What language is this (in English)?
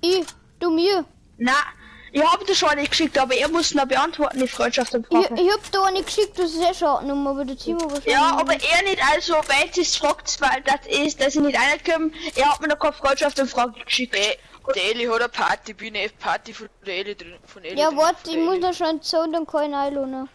Bavarian